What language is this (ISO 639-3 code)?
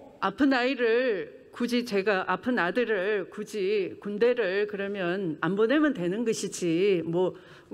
kor